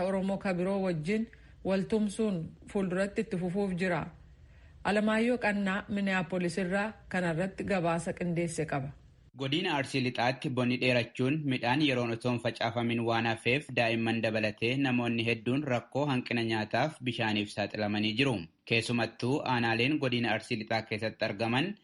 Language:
Oromo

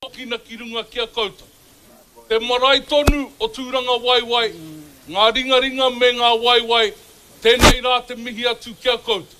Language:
Māori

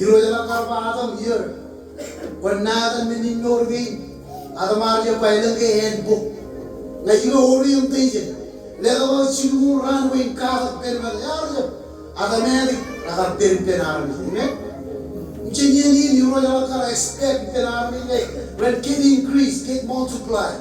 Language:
Marshallese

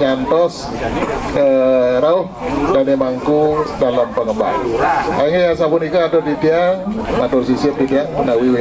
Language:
Balinese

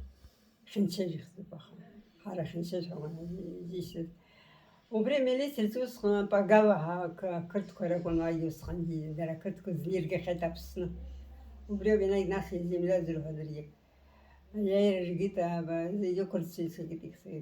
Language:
Abkhazian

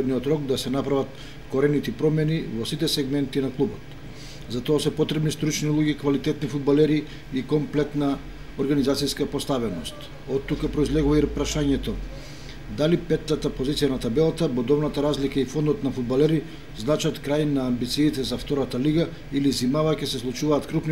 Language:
Macedonian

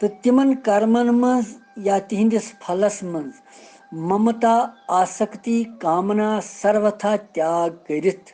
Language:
Kashmiri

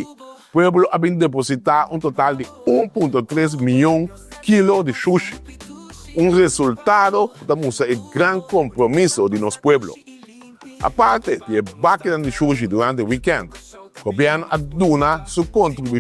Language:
Papiamento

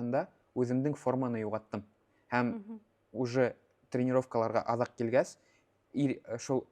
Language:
Bashkir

